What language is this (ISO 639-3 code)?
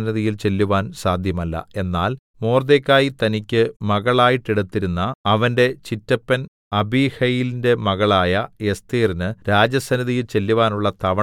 mal